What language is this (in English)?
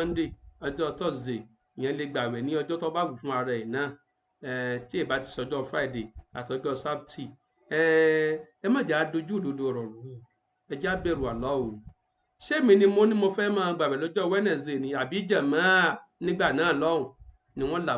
Yoruba